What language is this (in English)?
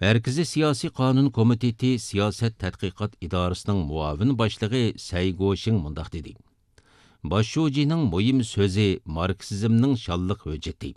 Uyghur